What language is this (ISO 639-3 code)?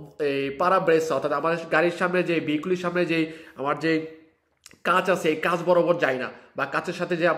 ben